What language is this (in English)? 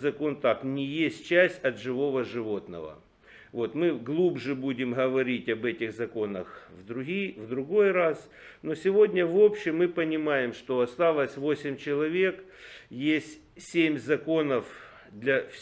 Russian